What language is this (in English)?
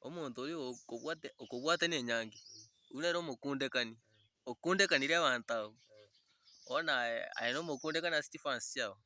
Gusii